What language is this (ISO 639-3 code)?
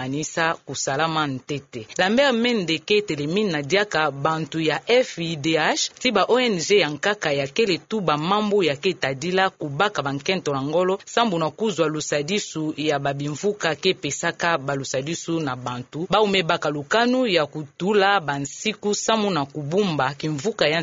ktu